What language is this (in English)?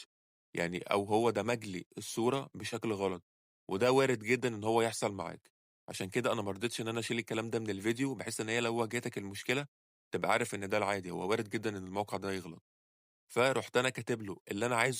Egyptian Arabic